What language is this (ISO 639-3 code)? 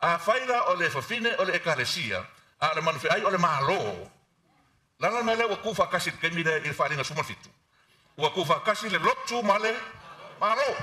smo